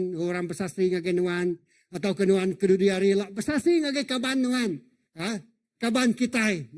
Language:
Iban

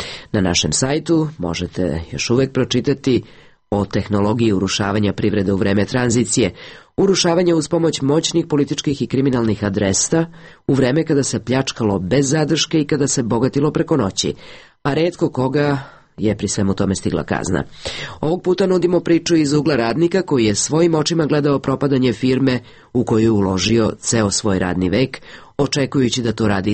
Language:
Serbian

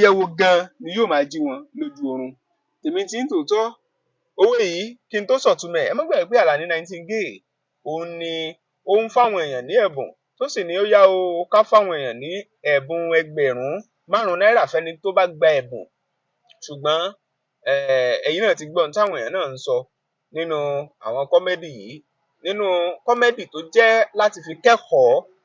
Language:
Yoruba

